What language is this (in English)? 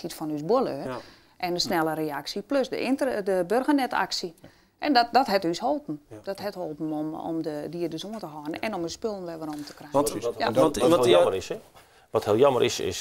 Western Frisian